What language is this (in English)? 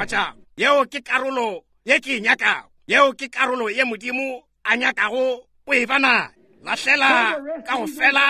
Northern Sotho